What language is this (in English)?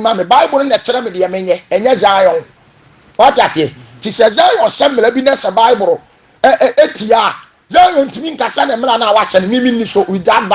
Akan